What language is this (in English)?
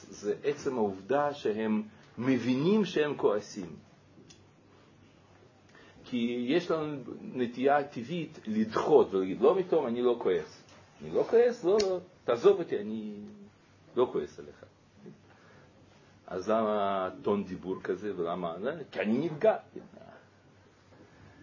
Hebrew